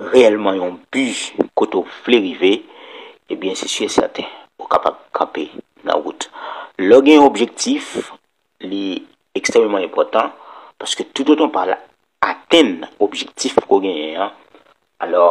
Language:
Haitian Creole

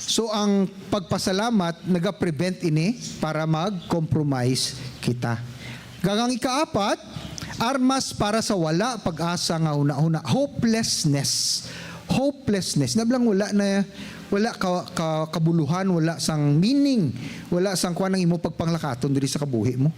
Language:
Hiligaynon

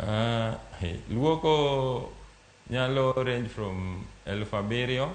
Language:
Luo (Kenya and Tanzania)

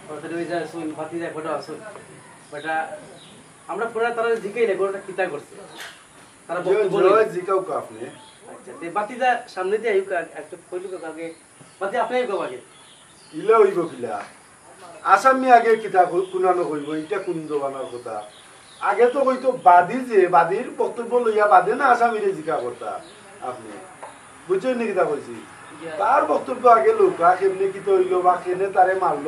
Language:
Sylheti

